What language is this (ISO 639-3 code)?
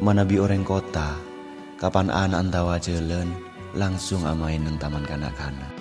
mad